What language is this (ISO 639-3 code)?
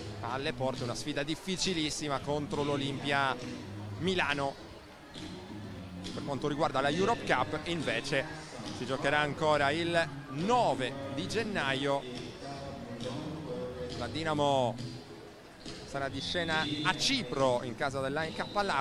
ita